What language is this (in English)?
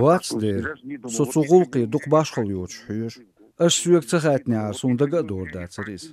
Chechen